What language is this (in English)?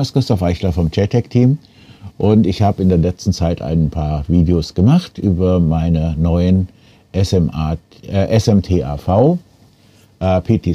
German